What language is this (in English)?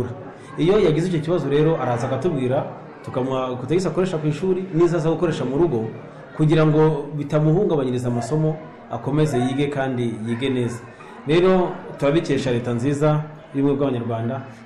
Kinyarwanda